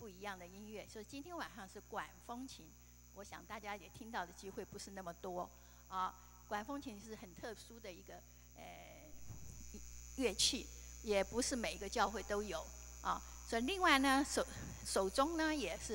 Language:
Chinese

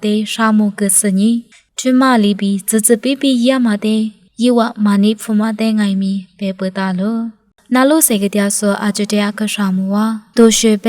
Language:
Lisu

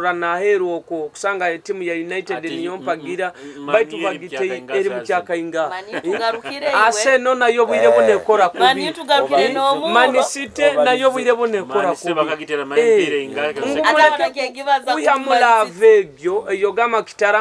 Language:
Nyoro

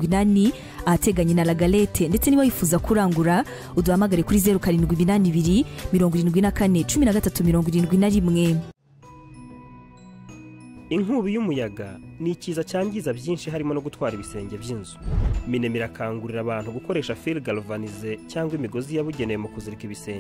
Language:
Kinyarwanda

